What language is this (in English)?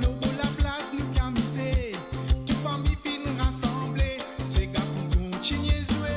Morisyen